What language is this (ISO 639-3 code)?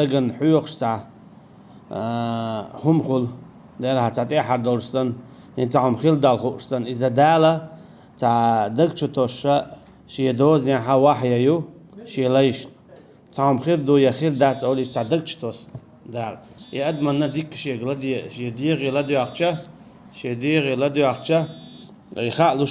che